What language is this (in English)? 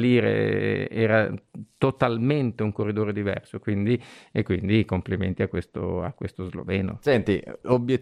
Italian